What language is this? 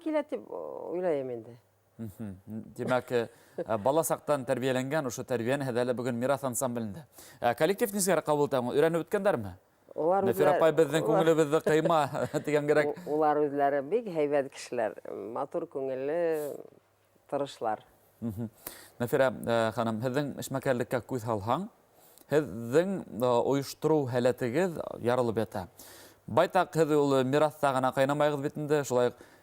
Bashkir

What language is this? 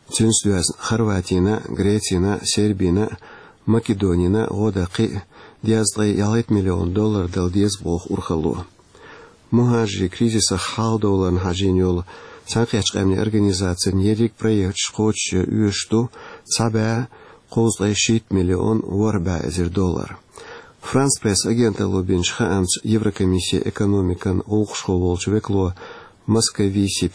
Chechen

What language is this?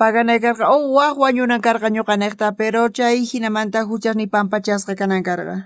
South Bolivian Quechua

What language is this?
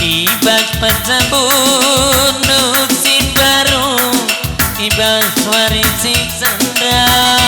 Batak Karo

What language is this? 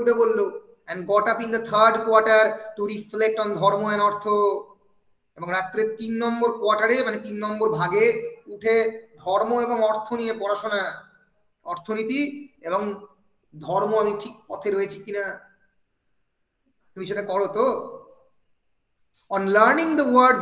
Bangla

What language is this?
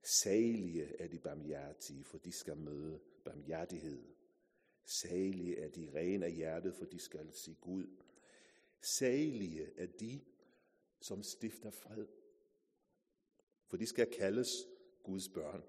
Danish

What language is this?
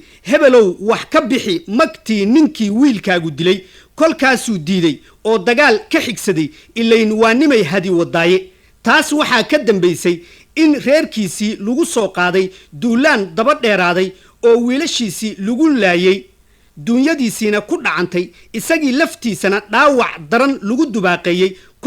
Somali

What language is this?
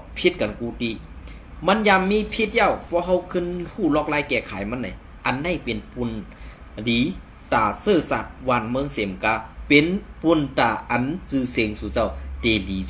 Shan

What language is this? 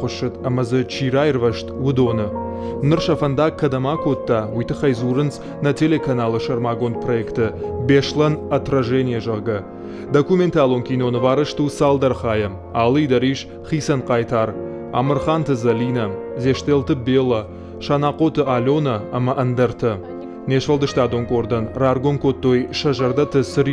Ossetic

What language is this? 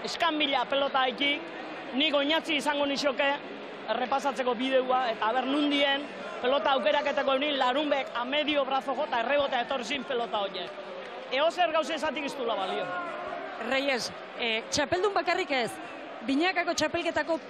Basque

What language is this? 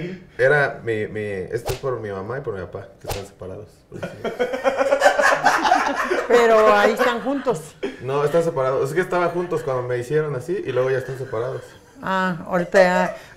Spanish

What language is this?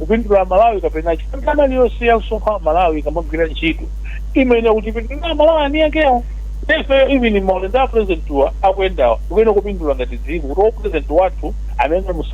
Nyanja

